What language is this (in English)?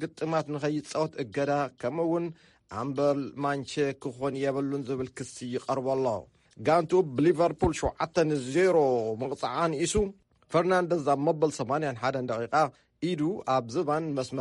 Tigrinya